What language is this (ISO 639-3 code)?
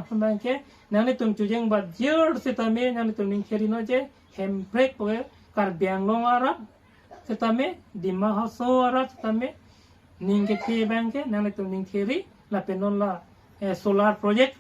mjw